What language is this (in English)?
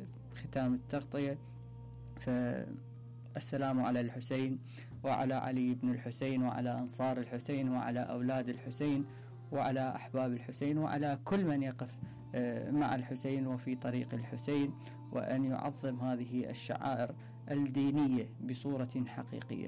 Mesopotamian Arabic